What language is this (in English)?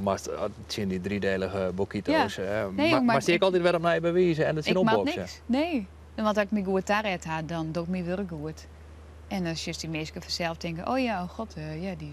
Western Frisian